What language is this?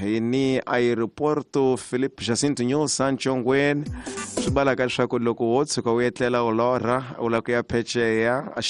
Tsonga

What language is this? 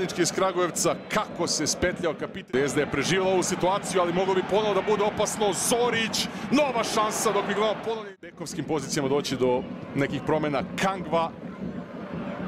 Serbian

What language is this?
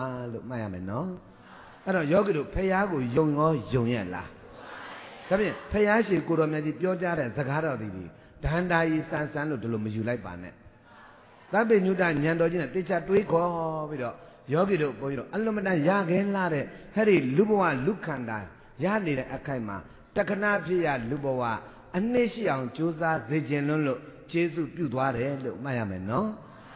Burmese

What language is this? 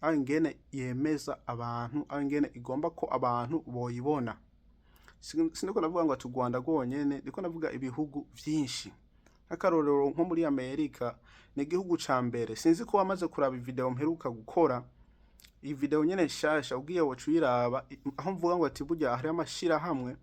Rundi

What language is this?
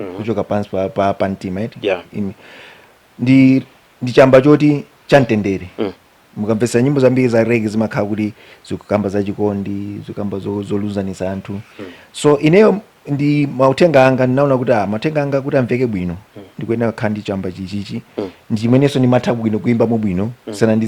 Nyanja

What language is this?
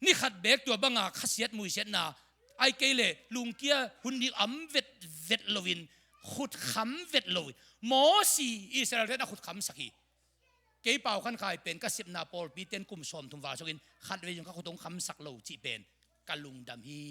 Tedim Chin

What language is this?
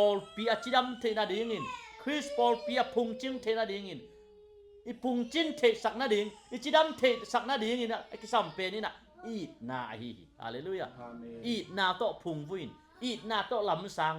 Tedim Chin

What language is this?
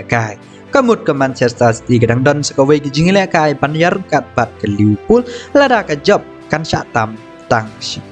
Khasi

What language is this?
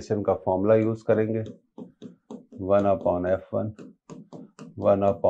Hindi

